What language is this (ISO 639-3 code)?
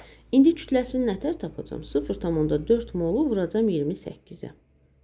aze